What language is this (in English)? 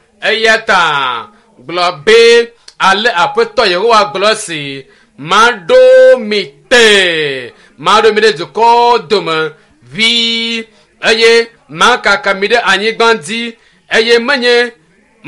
Ewe